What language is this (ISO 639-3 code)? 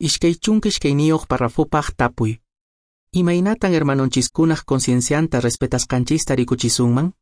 que